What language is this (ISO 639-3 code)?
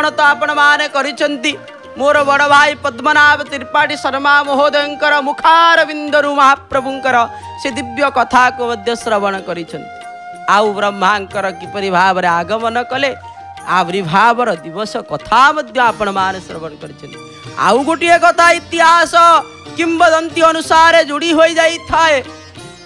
ori